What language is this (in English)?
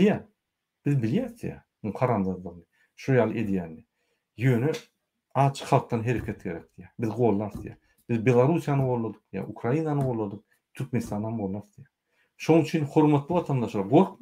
Turkmen